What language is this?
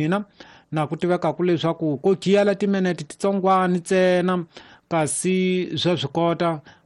Tsonga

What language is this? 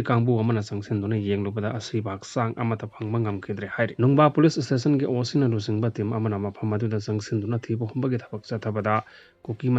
Manipuri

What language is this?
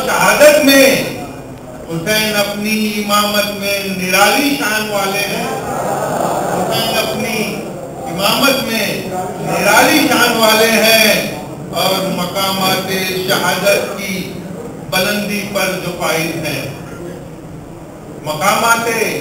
Urdu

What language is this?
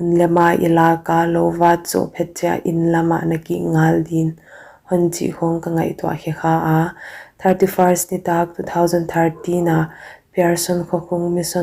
Paite Chin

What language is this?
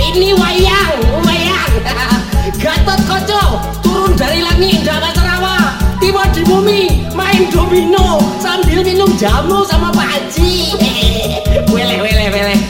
Minangkabau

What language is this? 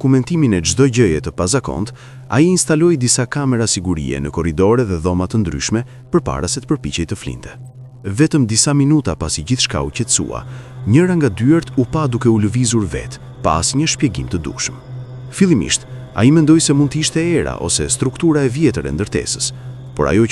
Albanian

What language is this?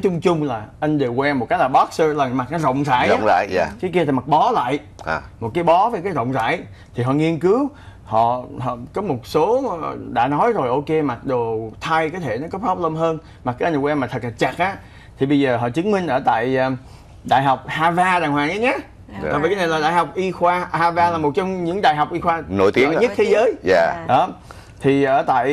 Vietnamese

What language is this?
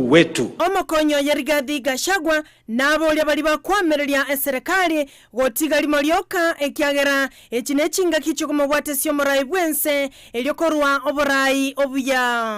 Gusii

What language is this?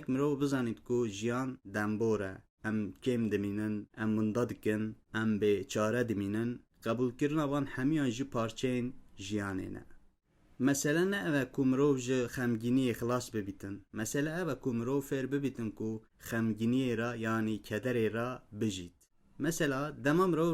Kurdish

